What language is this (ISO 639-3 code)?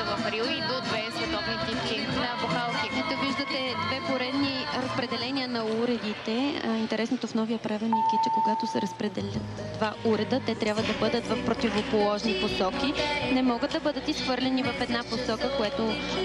bul